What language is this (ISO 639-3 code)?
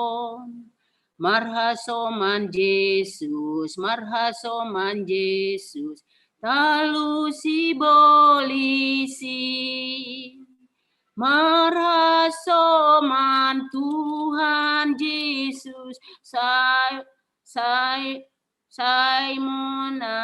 bts